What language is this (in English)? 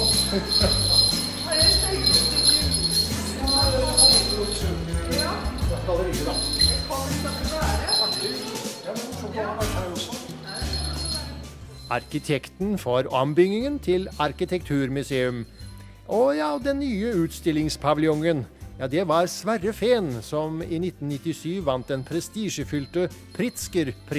Norwegian